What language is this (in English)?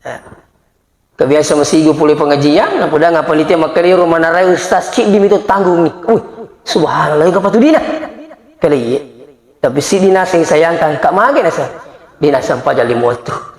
Buginese